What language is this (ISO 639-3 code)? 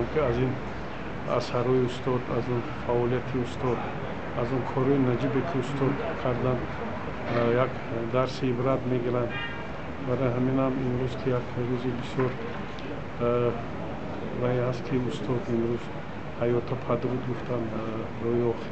tgk